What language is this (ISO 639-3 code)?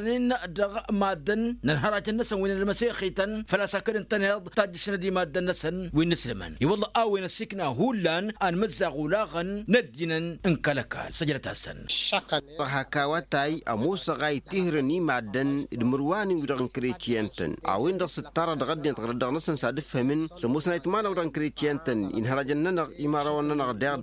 taq